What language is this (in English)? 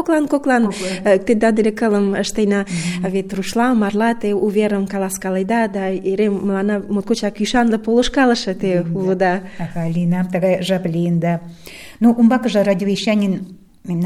Mari